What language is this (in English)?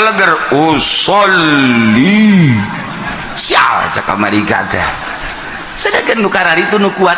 Sundanese